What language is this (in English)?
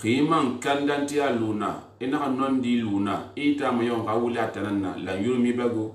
Susu